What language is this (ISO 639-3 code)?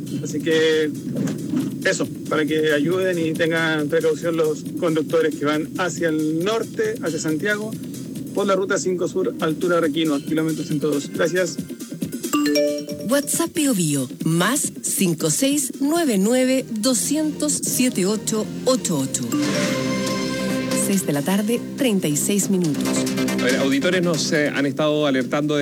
spa